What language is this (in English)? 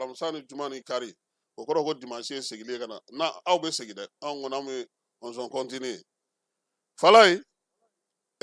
Bambara